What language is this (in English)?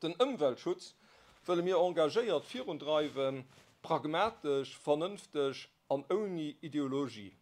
Luxembourgish